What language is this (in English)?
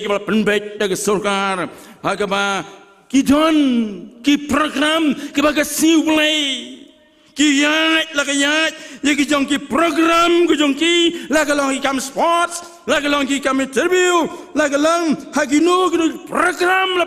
Khasi